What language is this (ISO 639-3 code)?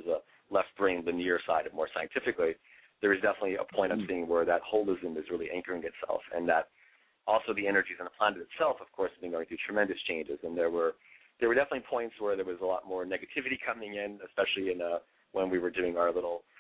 eng